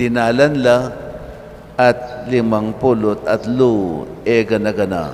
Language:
Pampanga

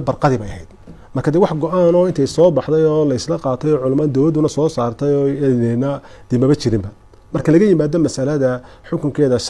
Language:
Somali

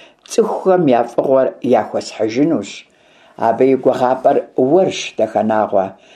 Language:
Kabardian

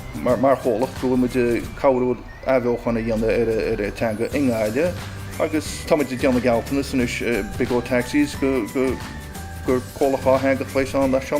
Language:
Irish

